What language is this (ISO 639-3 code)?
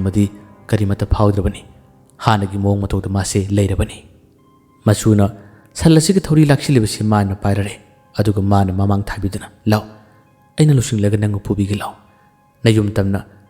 mni